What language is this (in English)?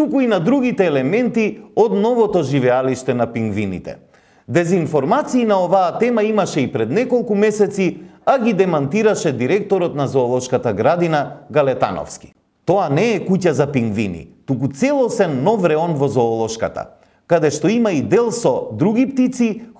Macedonian